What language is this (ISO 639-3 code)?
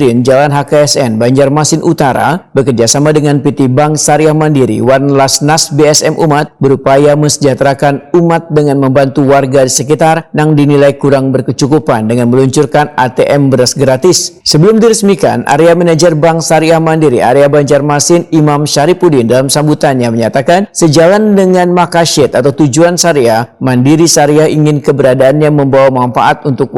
bjn